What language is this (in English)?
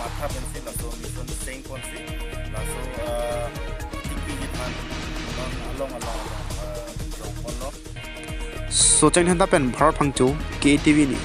Karbi